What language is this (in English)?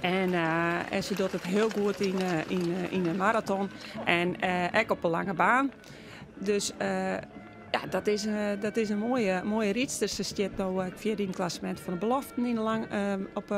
Western Frisian